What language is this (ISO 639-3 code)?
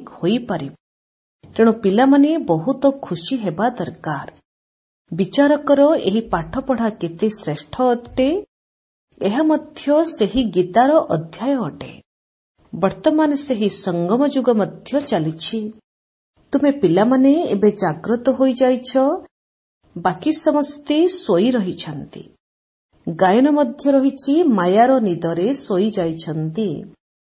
ori